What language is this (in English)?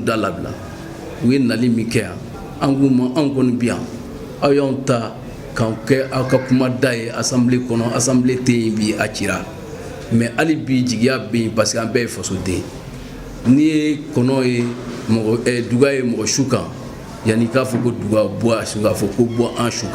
Bambara